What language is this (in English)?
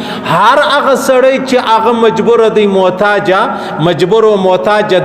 Pashto